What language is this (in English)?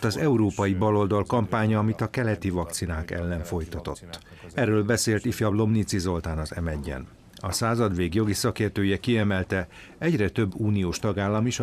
Hungarian